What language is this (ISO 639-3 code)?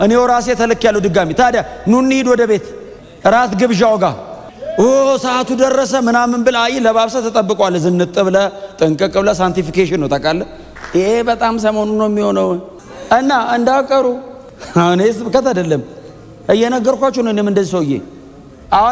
amh